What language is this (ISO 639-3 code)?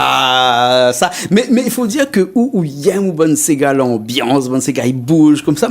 rcf